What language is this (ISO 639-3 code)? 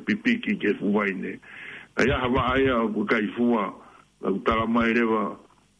ton